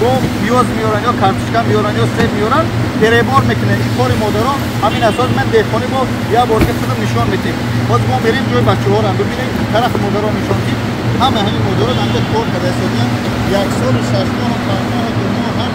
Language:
Tajik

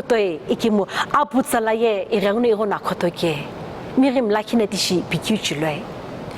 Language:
Sumi Naga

